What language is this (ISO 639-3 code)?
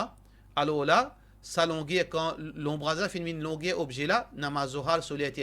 mfe